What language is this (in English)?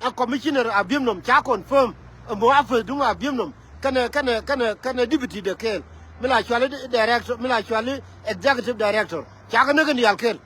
Nuer